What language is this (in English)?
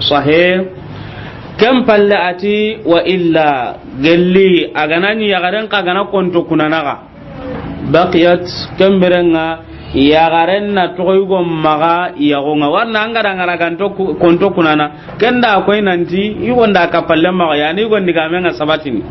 Soninke